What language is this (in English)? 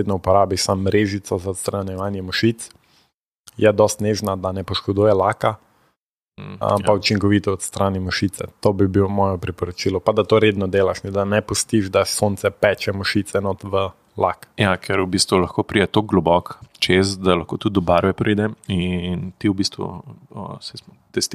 Slovenian